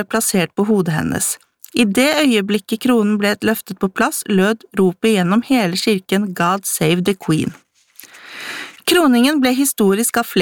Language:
Norwegian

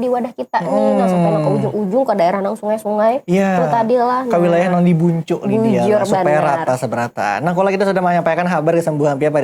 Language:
Banjar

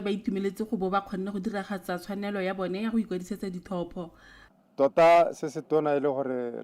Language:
Tswana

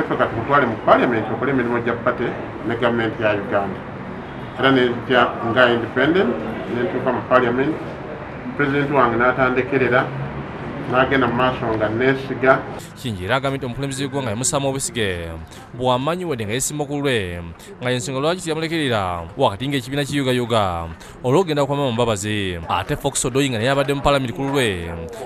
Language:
Ganda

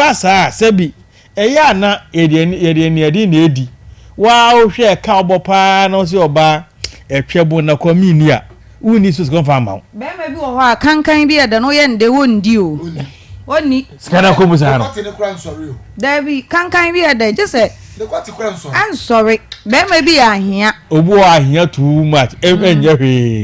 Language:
Akan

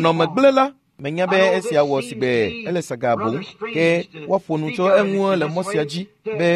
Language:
Ewe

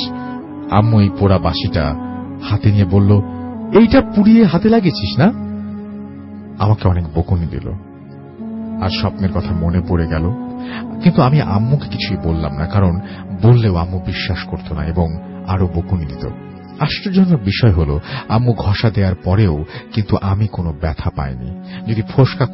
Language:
Bangla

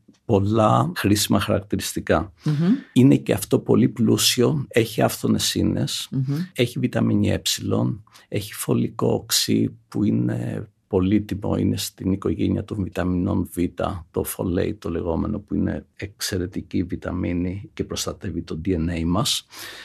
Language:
Greek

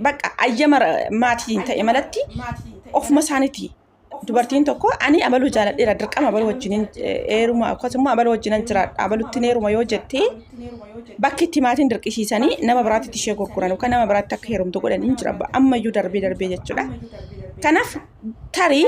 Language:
Oromo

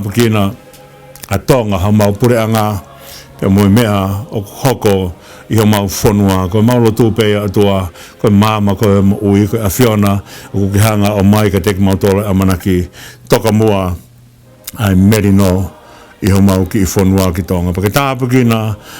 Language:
Tongan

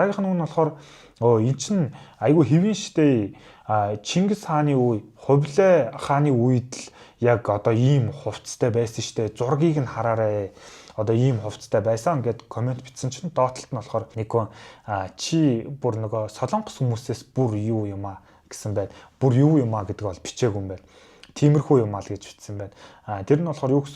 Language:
Mongolian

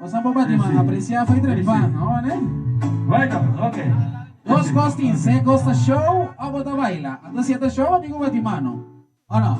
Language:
Papiamento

